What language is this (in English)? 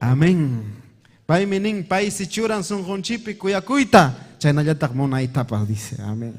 Ayacucho Quechua